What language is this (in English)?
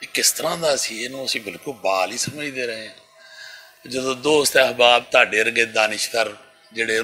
Western Panjabi